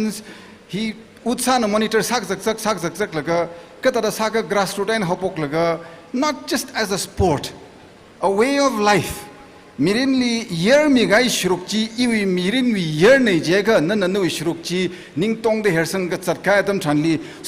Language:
Tangkhul Naga (India)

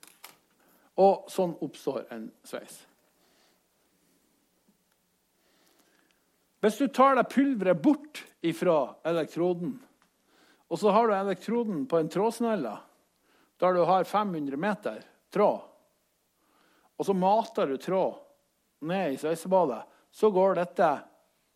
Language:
Norwegian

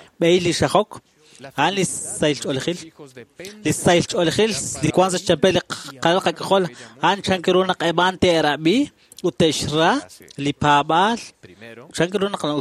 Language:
Kekchí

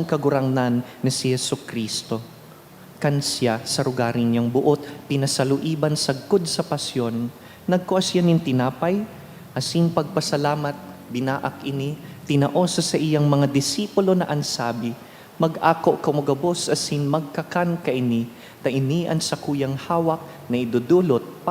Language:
Bikol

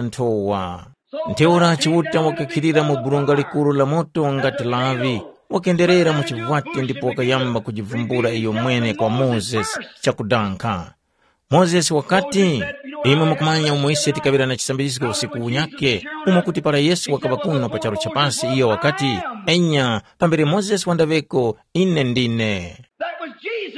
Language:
Tumbuka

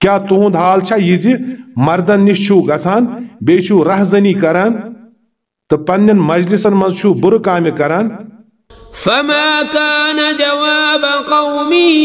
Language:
Kashmiri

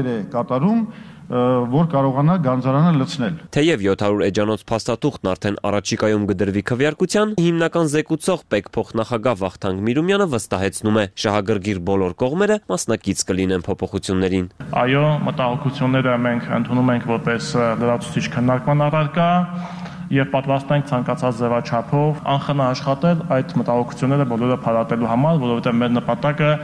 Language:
Armenian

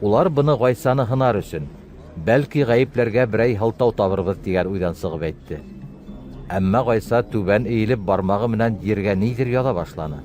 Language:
Bashkir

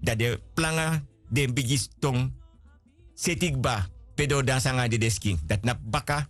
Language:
Sranan Tongo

